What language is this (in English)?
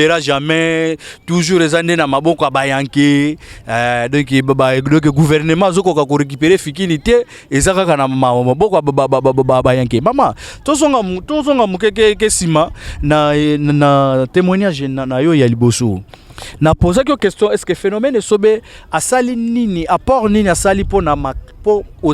Lingala